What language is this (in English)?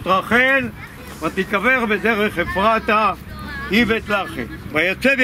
Hebrew